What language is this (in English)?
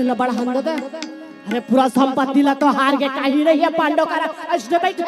Chhattisgarhi